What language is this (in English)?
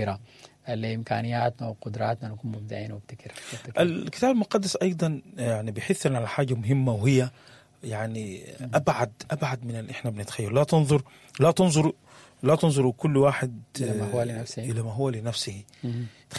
Sudanese Arabic